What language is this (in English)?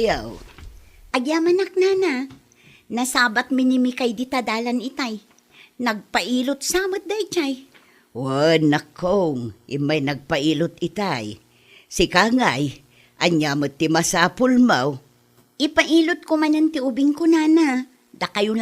Iloko